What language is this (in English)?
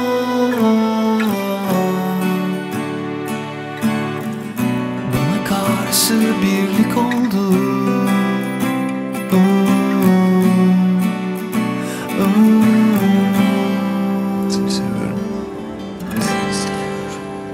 Turkish